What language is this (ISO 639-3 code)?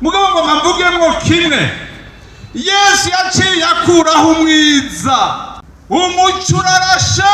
run